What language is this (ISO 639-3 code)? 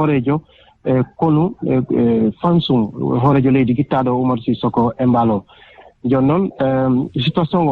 ful